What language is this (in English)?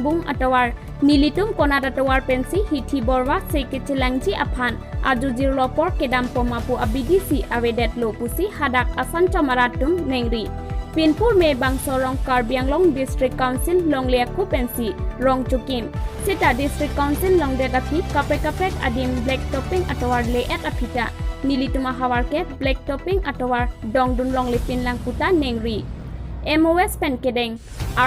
Karbi